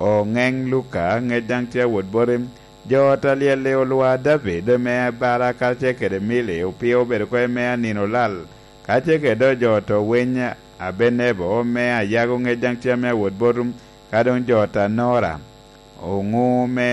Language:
Lango (Uganda)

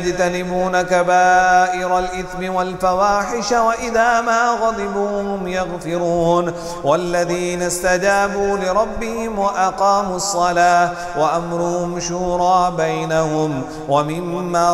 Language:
Arabic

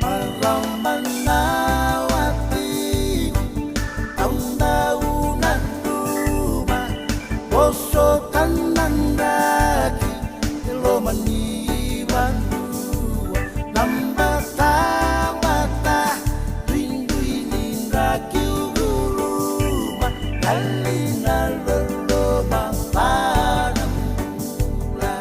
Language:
Fijian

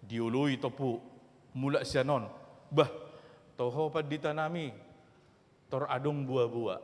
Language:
Batak Toba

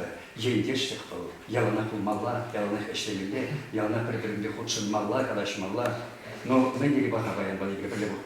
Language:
Chuvash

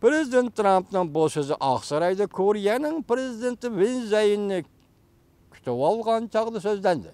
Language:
Uyghur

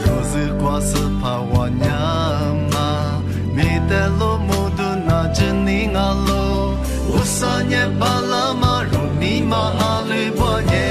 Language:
Lisu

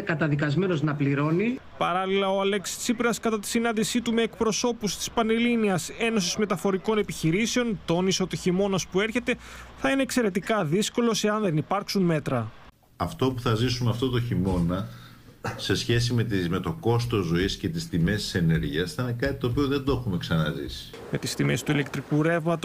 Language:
Greek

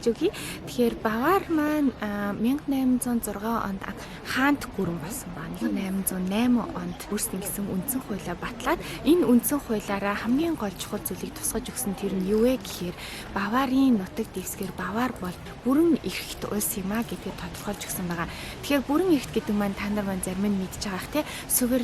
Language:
Mongolian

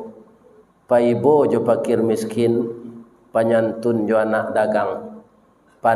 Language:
Minangkabau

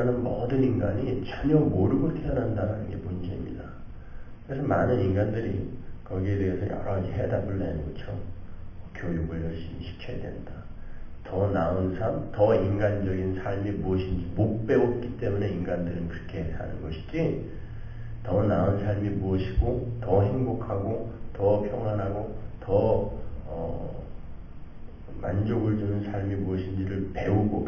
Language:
Korean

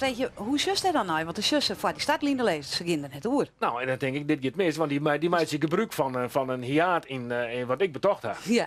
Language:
Western Frisian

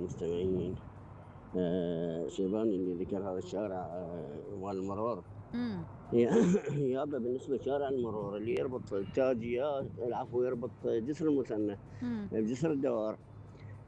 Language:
Mesopotamian Arabic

